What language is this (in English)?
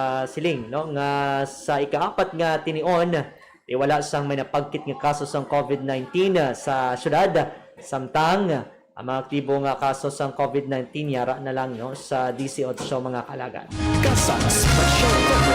Hiligaynon